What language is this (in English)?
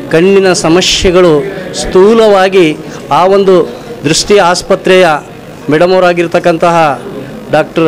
Kannada